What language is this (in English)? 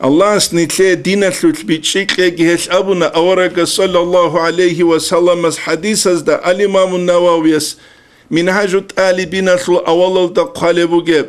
Avaric